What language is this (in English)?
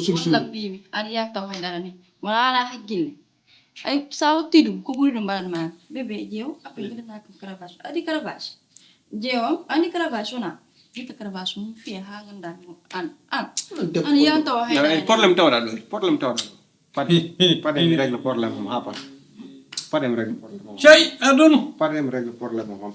Fula